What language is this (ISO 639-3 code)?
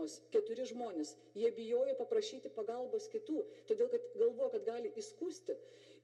lit